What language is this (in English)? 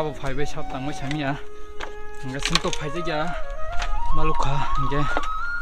Kok Borok